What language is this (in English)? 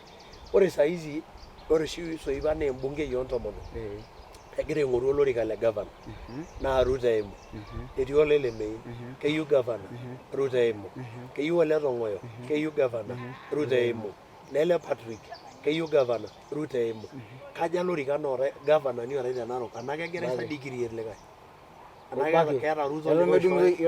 Masai